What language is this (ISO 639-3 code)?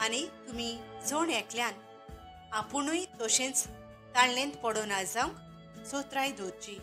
kok